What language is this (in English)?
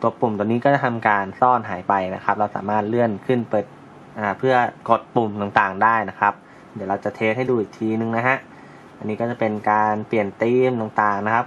Thai